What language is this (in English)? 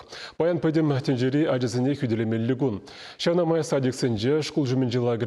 Chuvash